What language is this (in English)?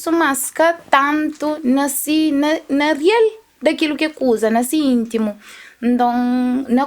Kabuverdianu